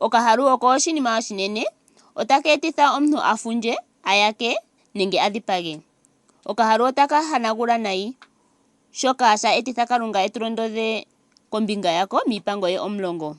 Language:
Ndonga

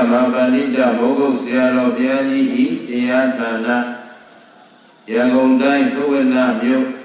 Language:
Burmese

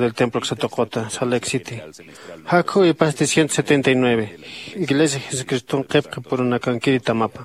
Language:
Aymara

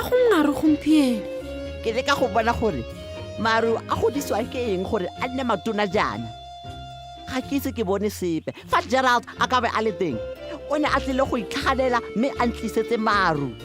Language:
Tswana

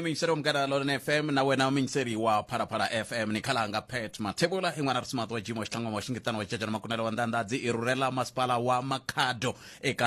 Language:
Tsonga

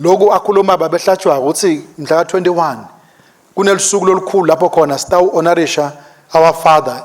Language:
Swati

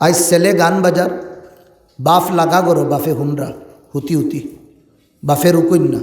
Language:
Sylheti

